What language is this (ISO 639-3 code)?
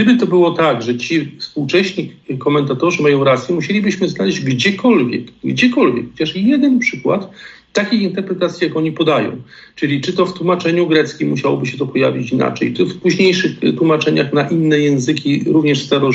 pol